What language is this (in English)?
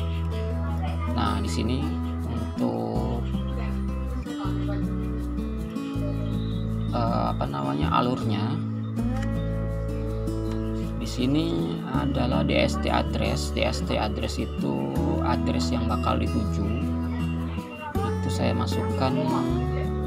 Indonesian